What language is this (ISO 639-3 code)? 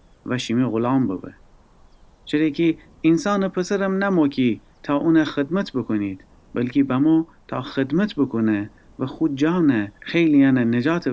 glk